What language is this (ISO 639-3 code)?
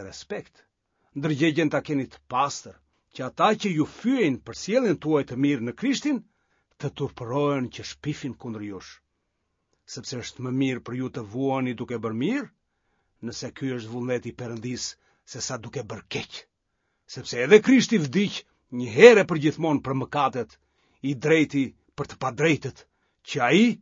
sqi